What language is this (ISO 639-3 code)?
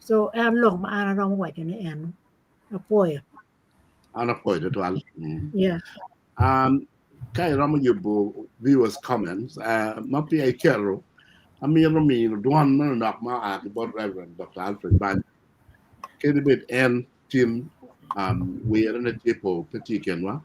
ach